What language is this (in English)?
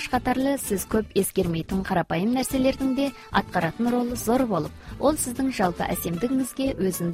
Kazakh